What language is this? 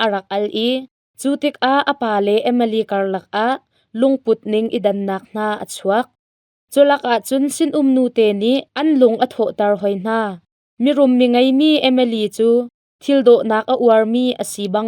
Hakha Chin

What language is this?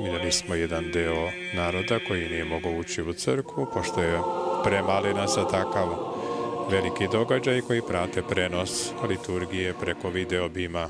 Rusyn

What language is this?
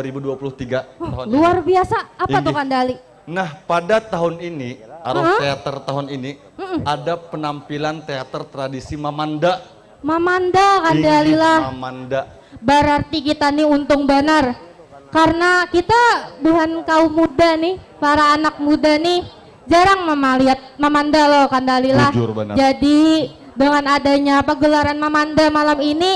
Banjar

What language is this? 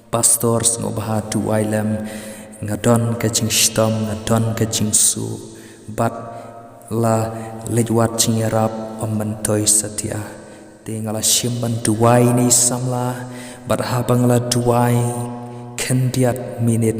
Khasi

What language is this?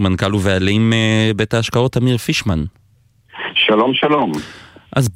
Hebrew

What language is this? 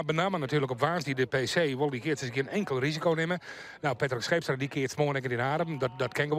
Western Frisian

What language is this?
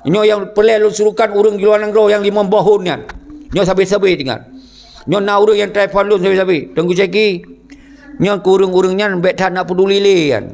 Achinese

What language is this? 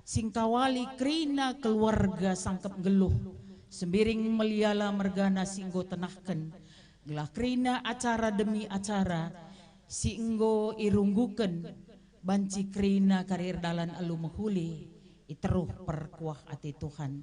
Batak Karo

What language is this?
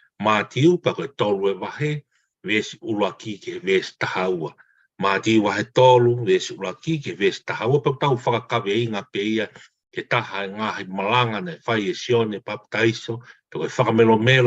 Tongan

